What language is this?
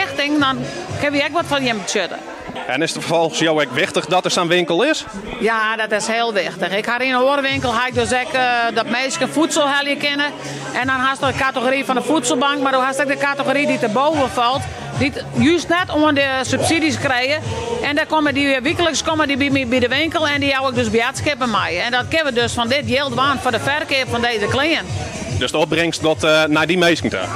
Western Frisian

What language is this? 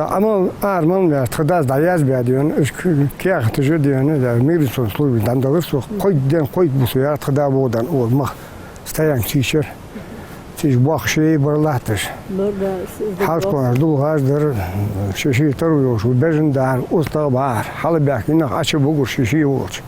Ingush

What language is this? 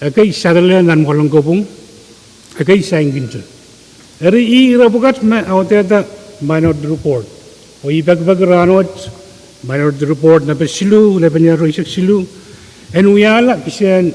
Pohnpeian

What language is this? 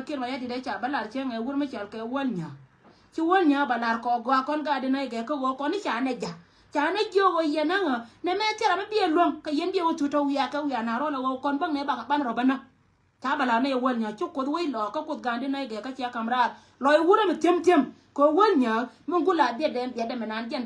Nuer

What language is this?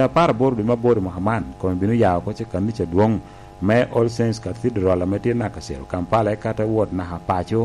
Lango (Uganda)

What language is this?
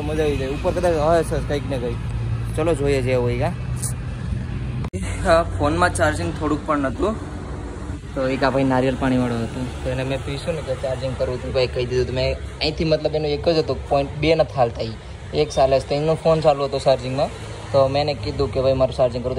Gujarati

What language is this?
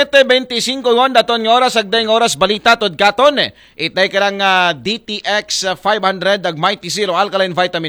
Aklanon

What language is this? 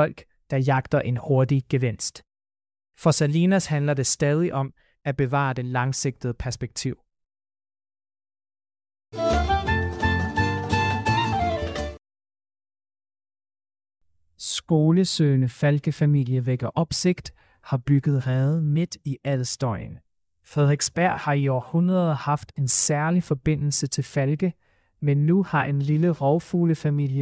Danish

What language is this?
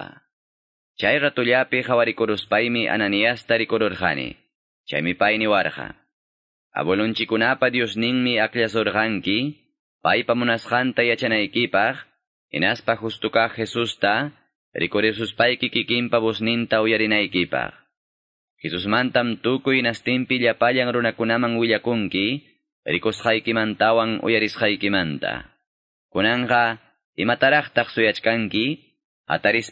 Quechua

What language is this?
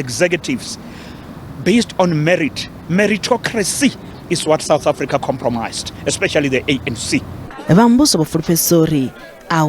Venda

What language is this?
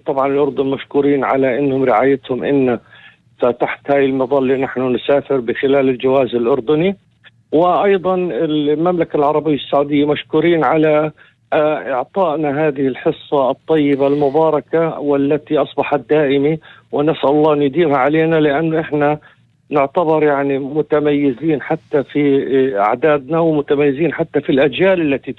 North Levantine Arabic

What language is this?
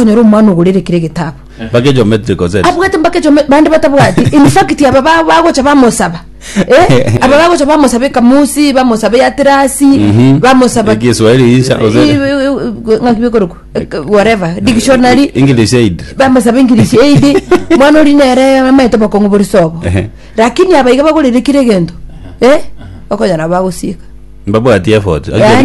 Gusii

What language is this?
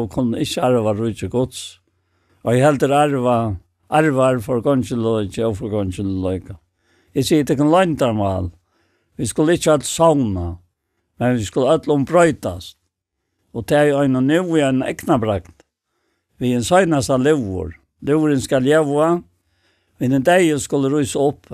Faroese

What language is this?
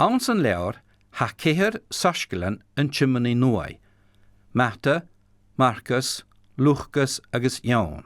Scottish Gaelic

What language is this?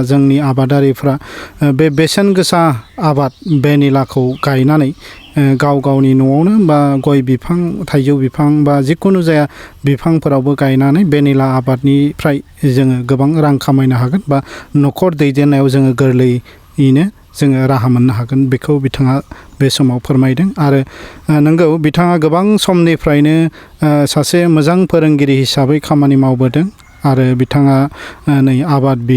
Bodo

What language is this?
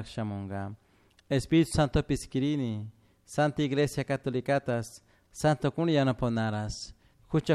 Chimborazo Highland Quichua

